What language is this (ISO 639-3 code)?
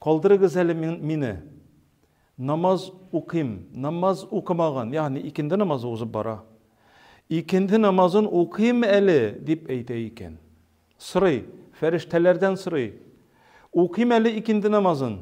tat